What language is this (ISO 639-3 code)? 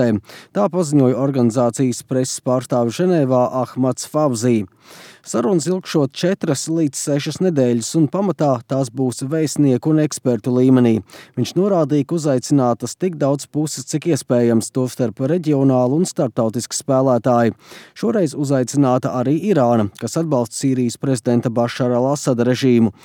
lav